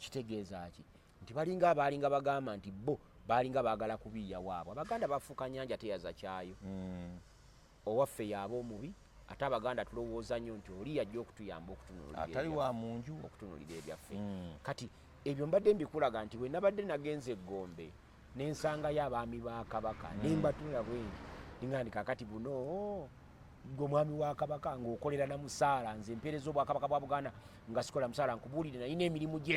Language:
Ganda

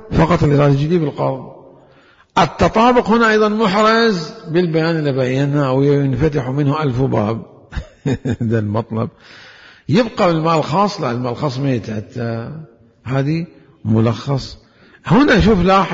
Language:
Mesopotamian Arabic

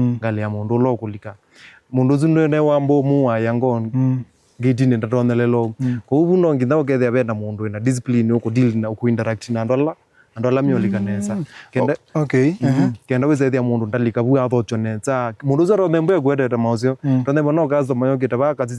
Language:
Kamba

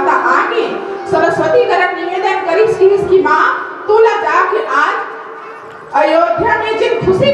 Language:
Chhattisgarhi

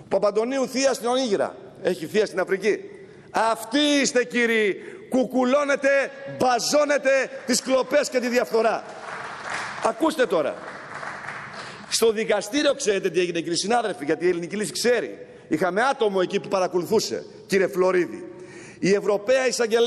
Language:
Greek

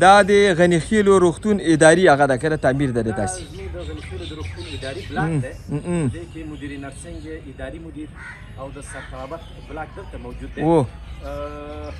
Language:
Pashto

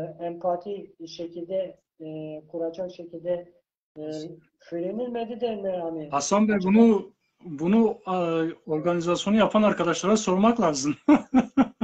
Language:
Turkish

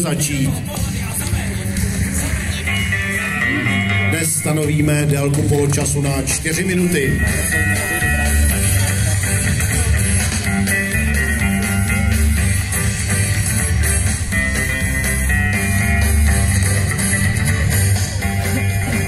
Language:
Czech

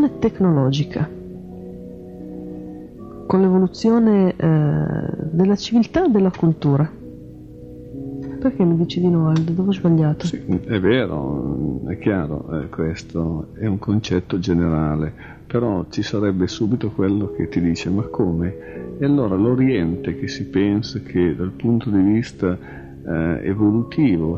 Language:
Italian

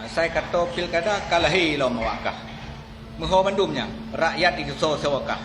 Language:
Achinese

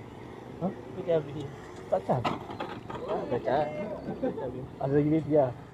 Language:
Malay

